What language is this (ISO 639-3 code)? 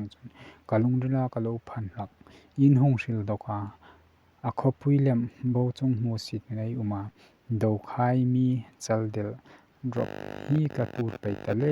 hmr